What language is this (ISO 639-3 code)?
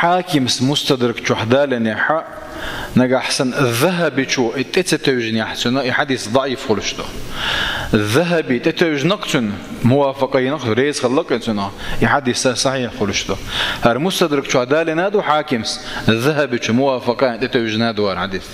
che